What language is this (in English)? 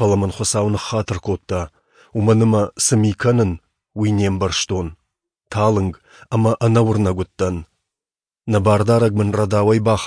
Ossetic